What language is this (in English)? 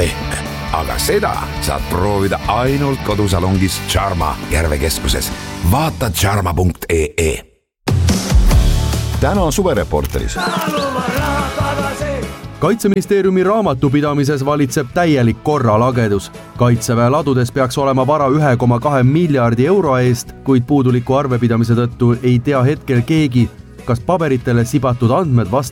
Estonian